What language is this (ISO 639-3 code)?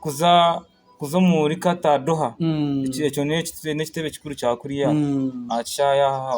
nyn